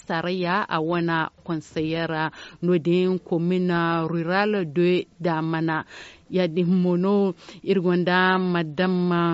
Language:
Zarma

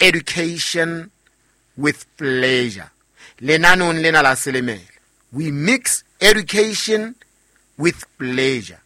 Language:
Southern Sotho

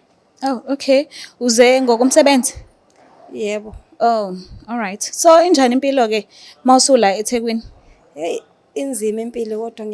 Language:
Zulu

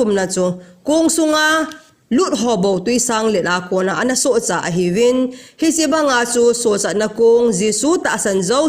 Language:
Thado Chin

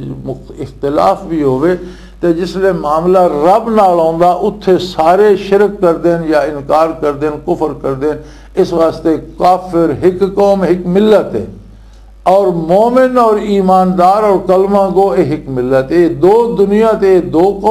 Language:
Western Panjabi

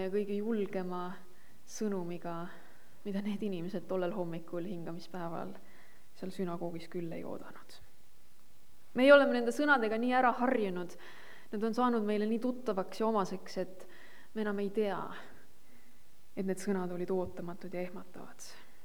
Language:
Estonian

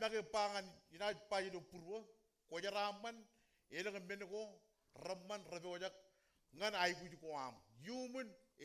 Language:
Marshallese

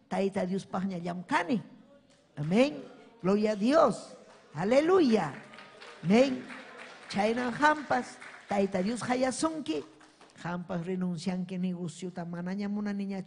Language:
Ayacucho Quechua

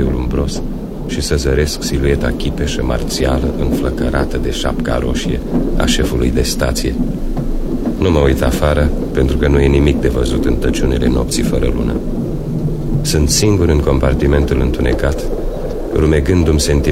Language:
Romanian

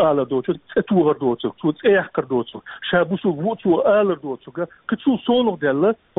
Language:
Chechen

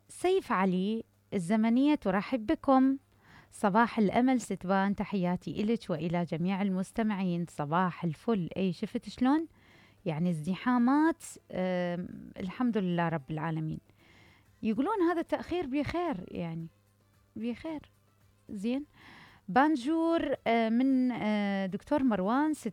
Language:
Mesopotamian Arabic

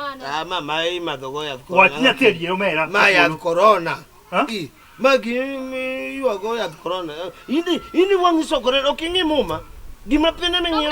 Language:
Luo (Kenya and Tanzania)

